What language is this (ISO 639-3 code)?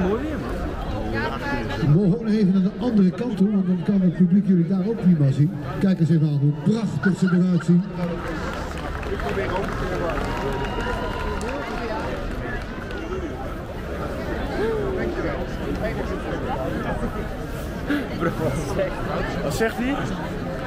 nld